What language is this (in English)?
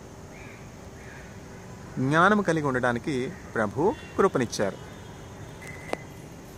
Telugu